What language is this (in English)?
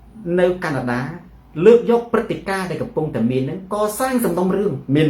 Khmer